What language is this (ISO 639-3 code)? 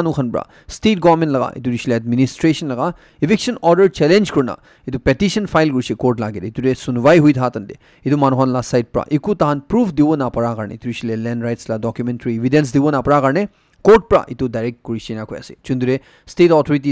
nag